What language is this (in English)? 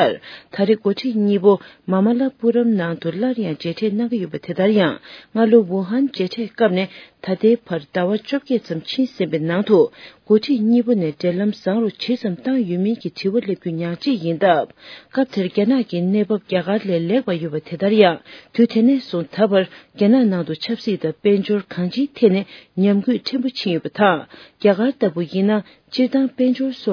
Tibetan